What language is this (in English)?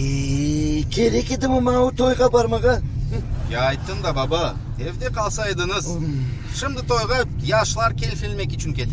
Crimean Tatar